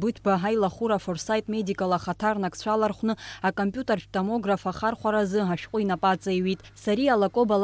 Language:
Abkhazian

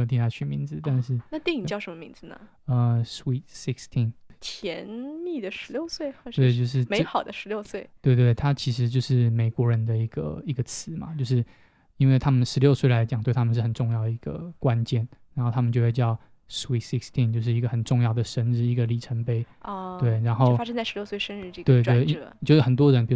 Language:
Chinese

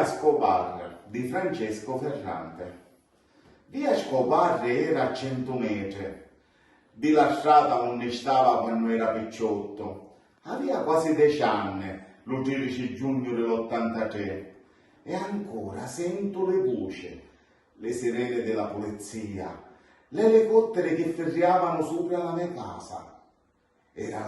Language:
Sicilian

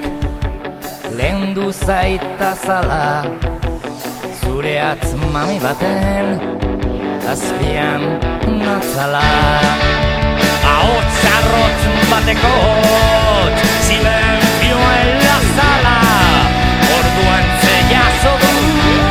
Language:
Basque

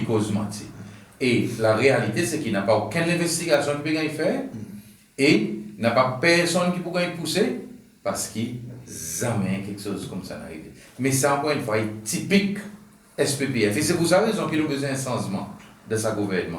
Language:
Seselwa Creole French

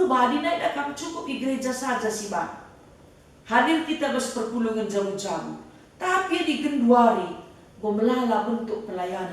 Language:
Batak Karo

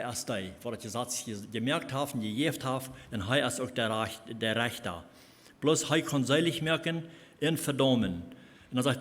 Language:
Plautdietsch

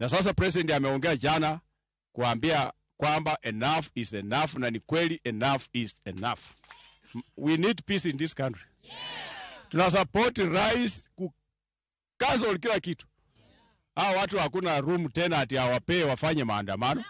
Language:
Luo (Kenya and Tanzania)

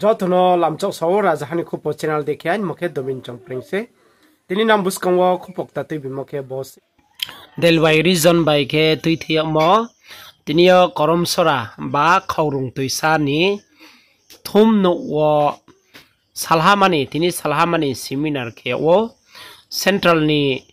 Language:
Riang (India)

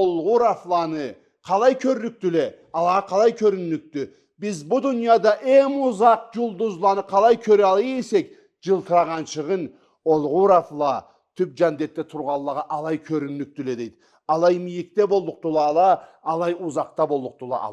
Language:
Karachay-Balkar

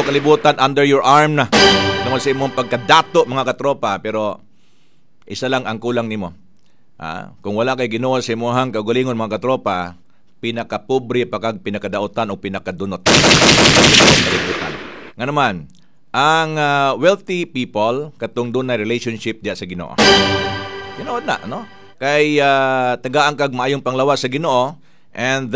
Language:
Cebuano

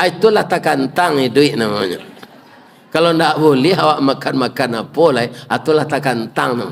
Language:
Minangkabau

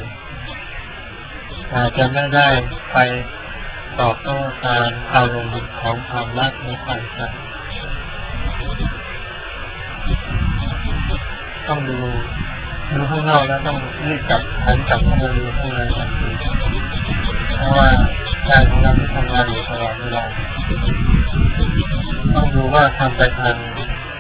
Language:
Thai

